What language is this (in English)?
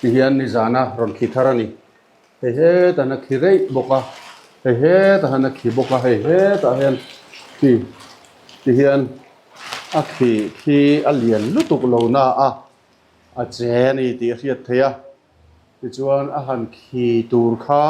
Mizo